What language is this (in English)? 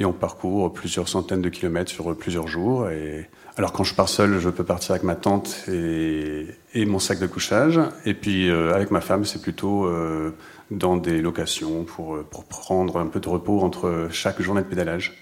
French